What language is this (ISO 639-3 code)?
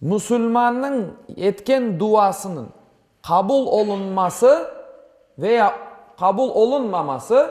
crh